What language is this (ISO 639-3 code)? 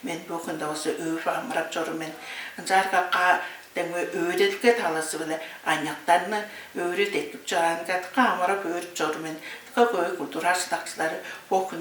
tyv